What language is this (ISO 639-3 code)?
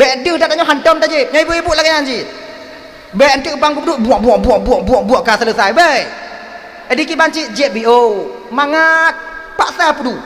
ace